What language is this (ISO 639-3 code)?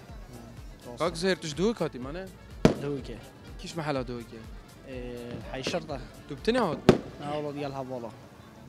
kur